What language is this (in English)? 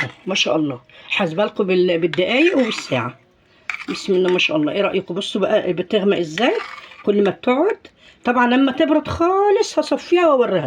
Egyptian Arabic